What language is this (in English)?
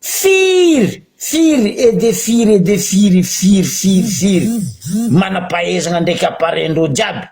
Malagasy